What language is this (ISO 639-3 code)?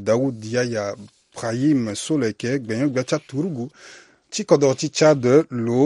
sag